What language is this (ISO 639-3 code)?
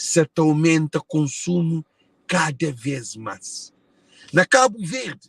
kea